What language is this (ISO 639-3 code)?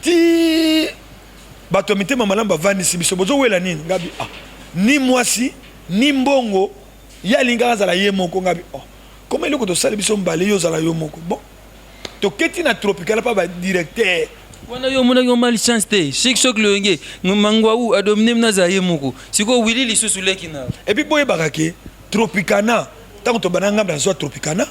lin